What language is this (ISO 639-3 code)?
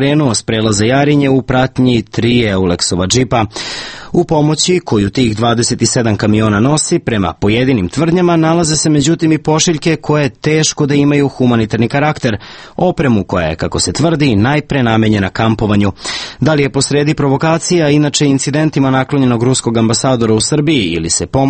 srp